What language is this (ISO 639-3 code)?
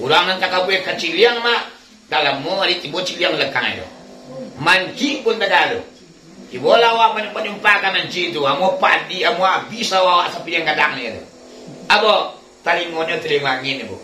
min